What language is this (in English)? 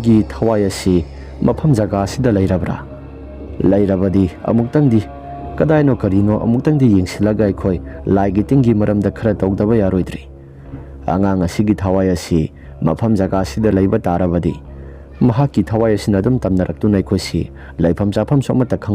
Manipuri